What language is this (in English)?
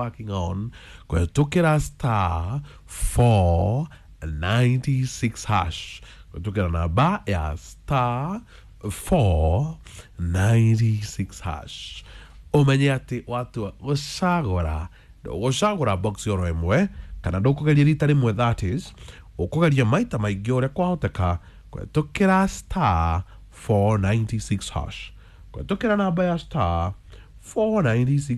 Kikuyu